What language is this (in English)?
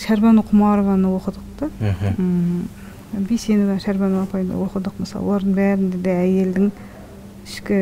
Kazakh